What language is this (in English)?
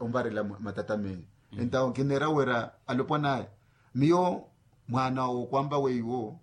Makhuwa